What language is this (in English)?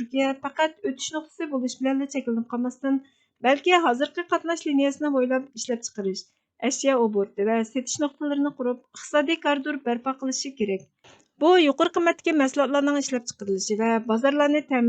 Uyghur